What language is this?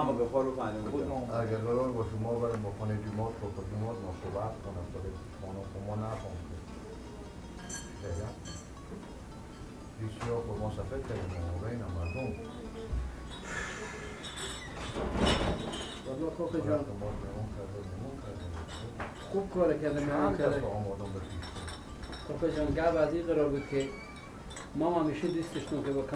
Persian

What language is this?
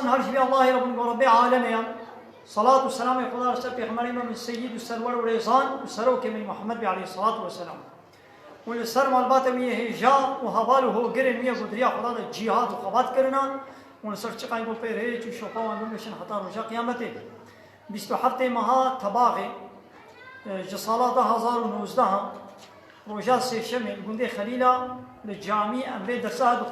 Kurdish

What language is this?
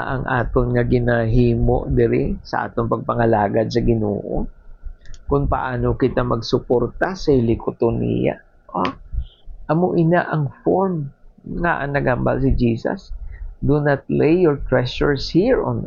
Hiligaynon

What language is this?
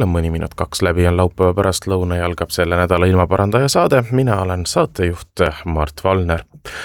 Estonian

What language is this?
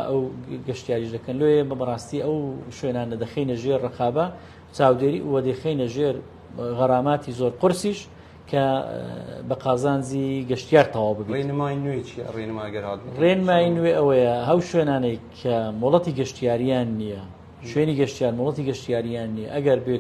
Central Kurdish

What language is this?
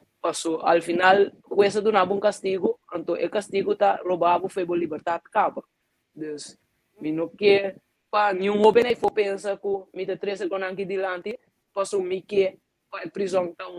Papiamento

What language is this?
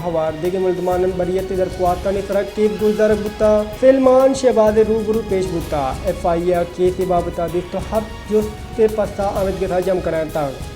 Baluchi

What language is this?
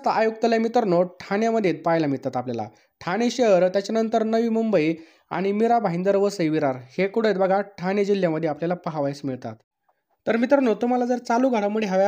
Marathi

